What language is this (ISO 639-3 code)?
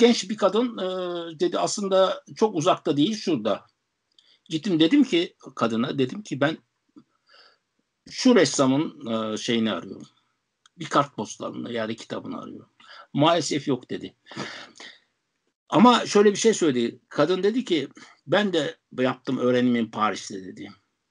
tur